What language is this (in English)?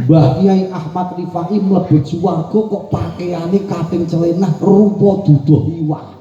Javanese